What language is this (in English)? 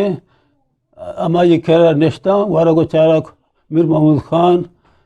Eastern Balochi